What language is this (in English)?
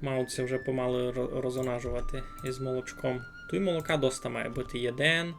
Rusyn